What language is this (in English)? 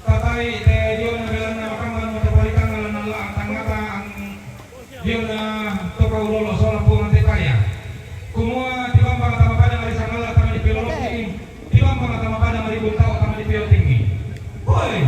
Toraja-Sa'dan